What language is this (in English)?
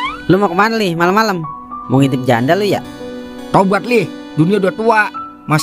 Betawi